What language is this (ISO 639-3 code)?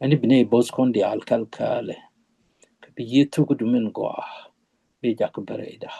nus